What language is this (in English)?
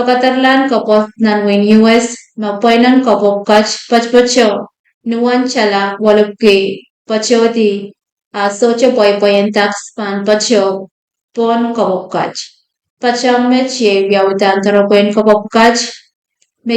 Pohnpeian